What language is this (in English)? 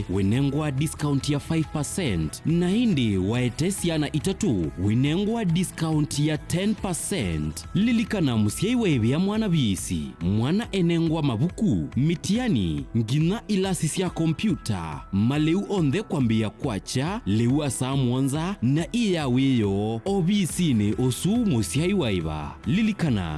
Kamba